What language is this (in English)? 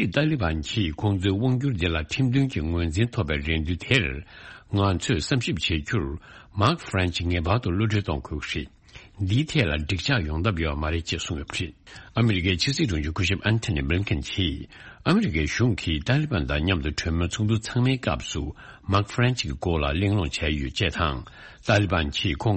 Tibetan